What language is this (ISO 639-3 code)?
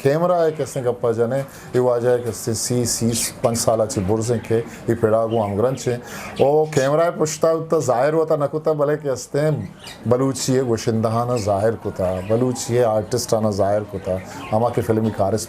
bgp